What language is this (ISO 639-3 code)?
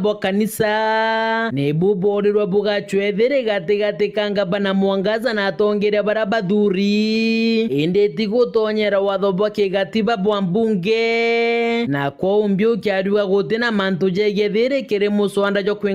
mer